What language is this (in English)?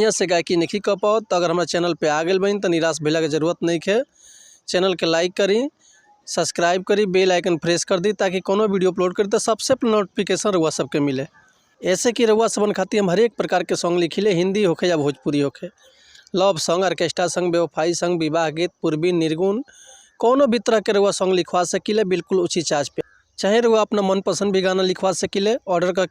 Bhojpuri